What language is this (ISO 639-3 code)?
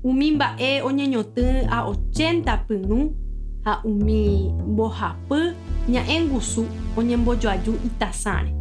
grn